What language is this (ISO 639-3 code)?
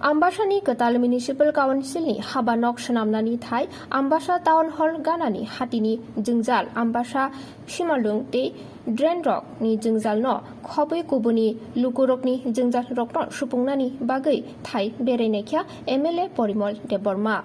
trp